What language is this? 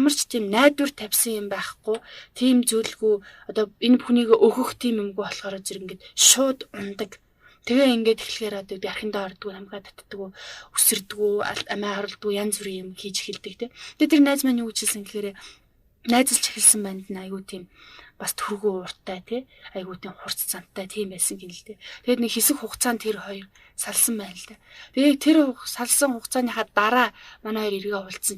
Mongolian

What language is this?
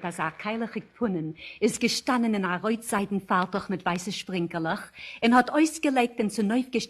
Yiddish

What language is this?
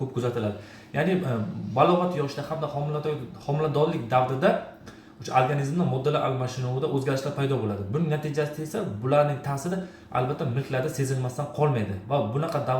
Uzbek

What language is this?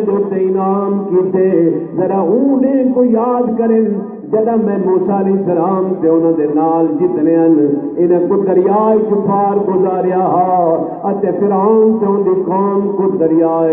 Saraiki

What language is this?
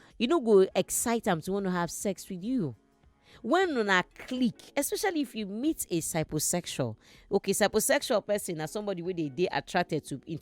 Nigerian Pidgin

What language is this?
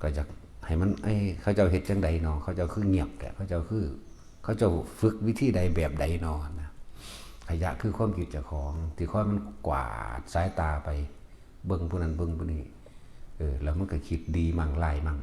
Northeastern Thai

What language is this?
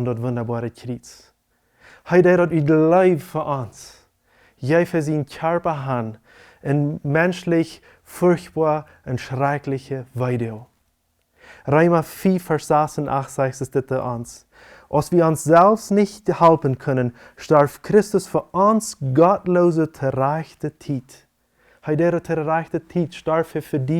Plautdietsch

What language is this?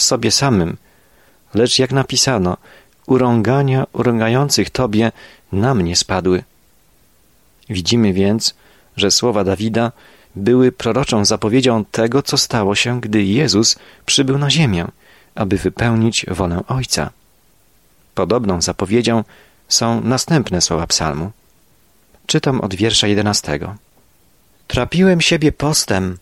Polish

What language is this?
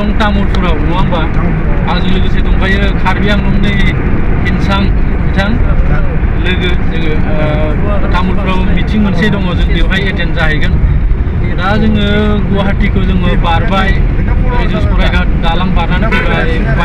Bodo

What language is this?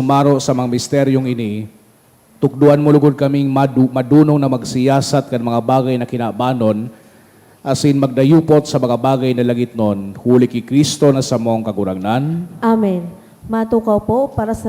Bikol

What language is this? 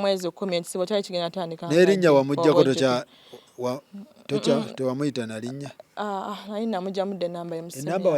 Ganda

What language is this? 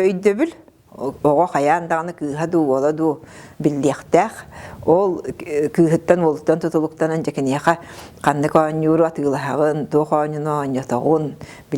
Yakut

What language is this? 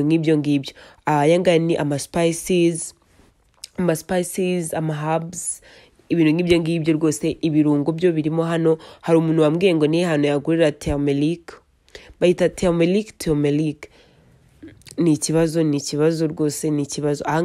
Kinyarwanda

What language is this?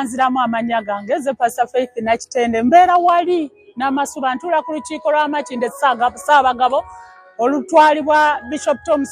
Ganda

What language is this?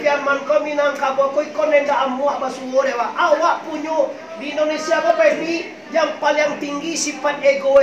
Minangkabau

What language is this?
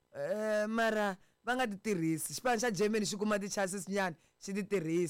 Tsonga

